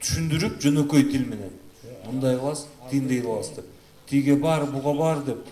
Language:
Kyrgyz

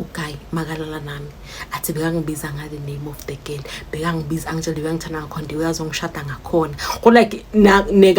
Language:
Zulu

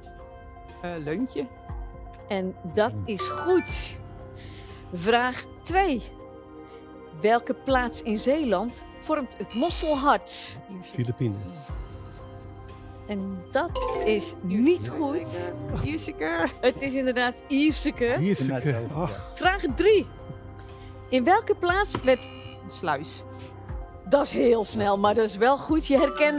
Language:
Dutch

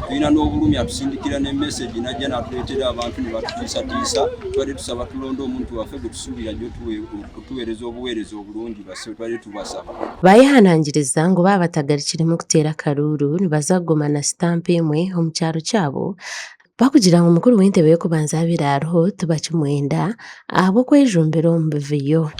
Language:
Nyankole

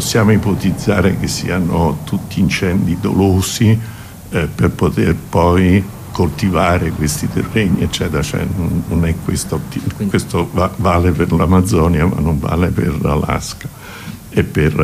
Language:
Italian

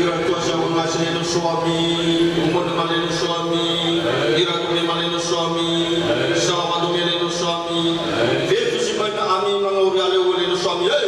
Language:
Nias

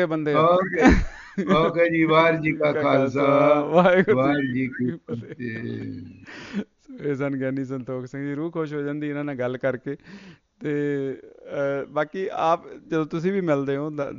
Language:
Punjabi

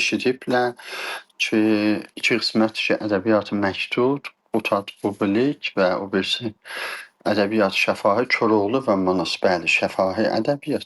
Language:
South Azerbaijani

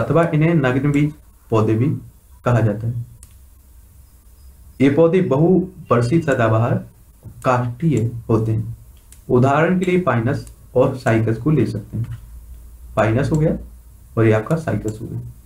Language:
Hindi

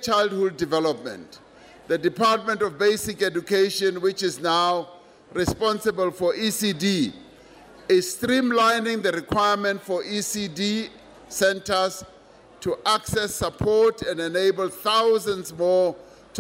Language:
English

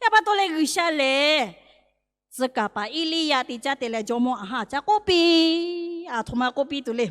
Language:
Lahu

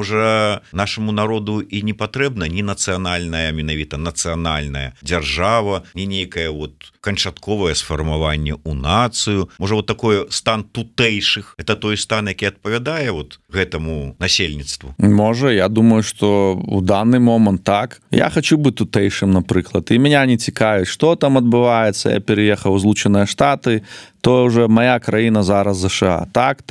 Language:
Belarusian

